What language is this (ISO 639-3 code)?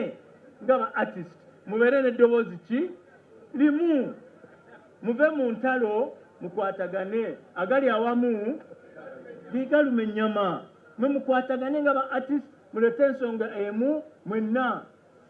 lug